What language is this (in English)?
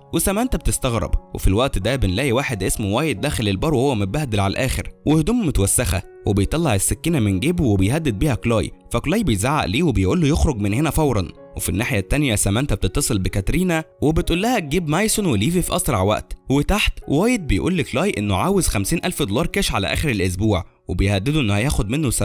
Egyptian Arabic